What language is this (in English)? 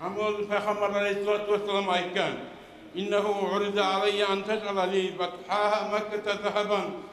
Kumyk